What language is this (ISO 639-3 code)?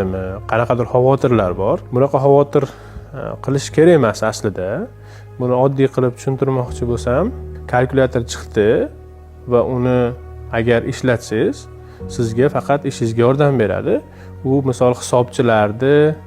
uzb